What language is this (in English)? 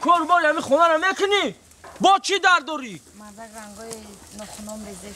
Tajik